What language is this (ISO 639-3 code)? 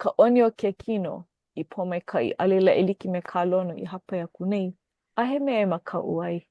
haw